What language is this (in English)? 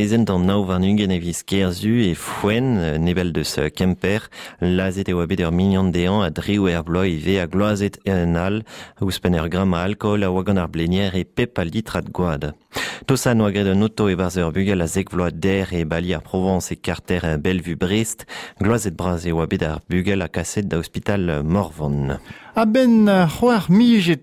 Breton